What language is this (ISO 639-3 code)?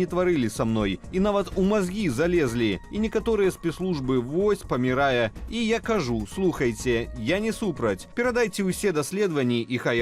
bel